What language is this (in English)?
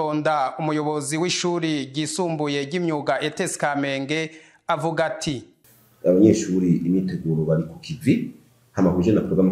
Rundi